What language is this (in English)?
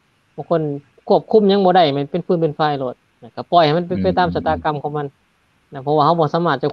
Lao